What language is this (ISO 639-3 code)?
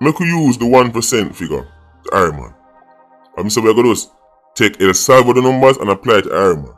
jam